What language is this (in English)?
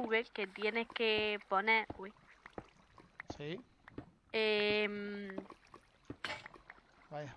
Spanish